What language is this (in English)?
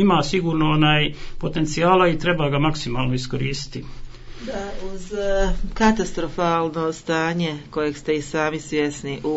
Croatian